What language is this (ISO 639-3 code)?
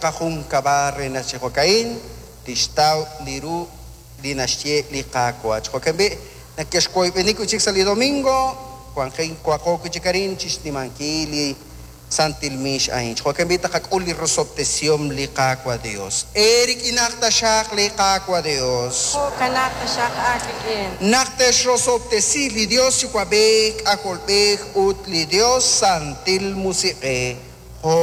kek